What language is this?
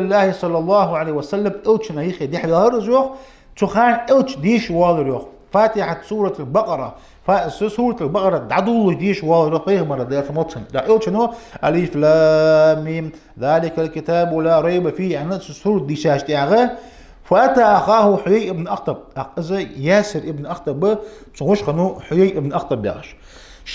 Ingush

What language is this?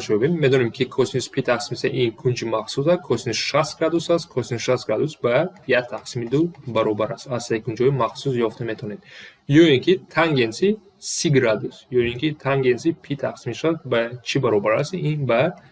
Tajik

